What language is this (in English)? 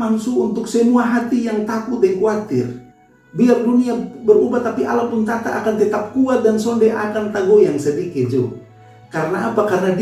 Kupang Malay